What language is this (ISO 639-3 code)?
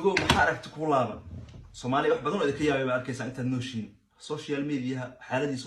som